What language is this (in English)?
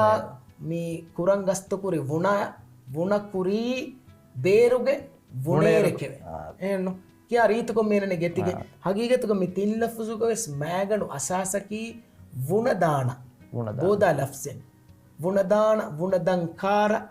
Divehi